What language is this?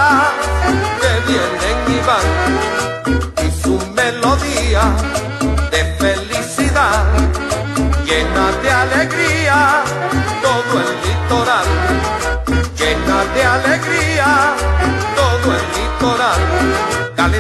Spanish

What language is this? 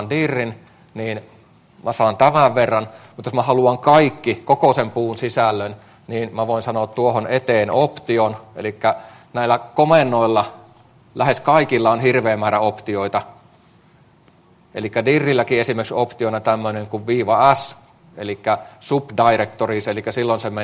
Finnish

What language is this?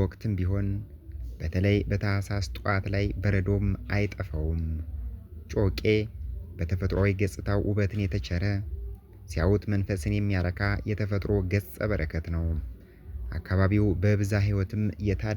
Amharic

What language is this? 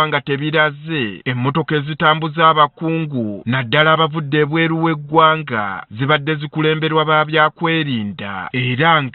Ganda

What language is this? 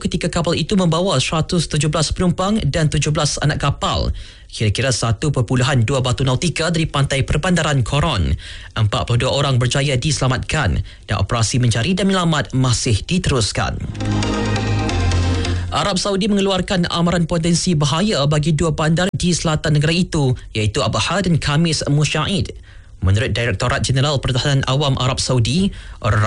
Malay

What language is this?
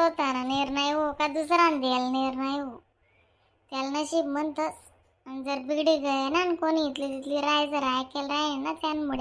Khandesi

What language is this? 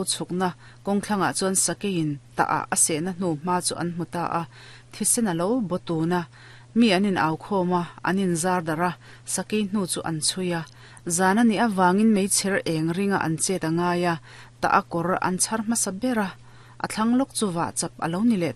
Mizo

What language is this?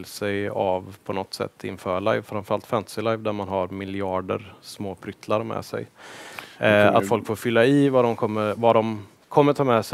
Swedish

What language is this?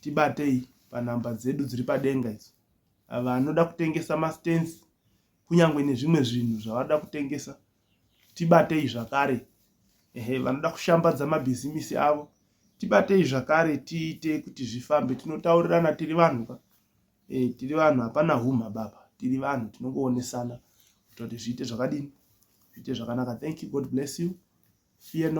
Shona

